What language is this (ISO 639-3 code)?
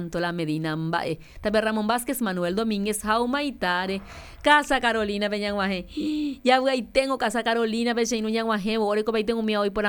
grn